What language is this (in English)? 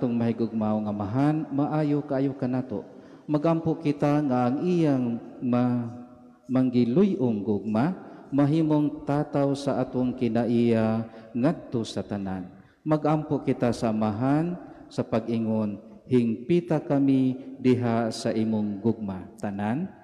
Cebuano